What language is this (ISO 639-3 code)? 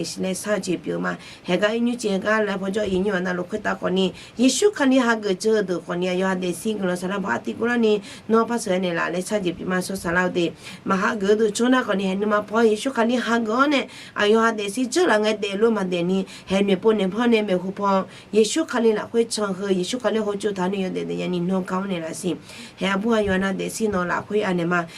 ahk